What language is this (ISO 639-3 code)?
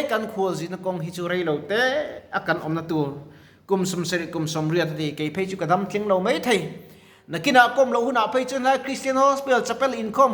lus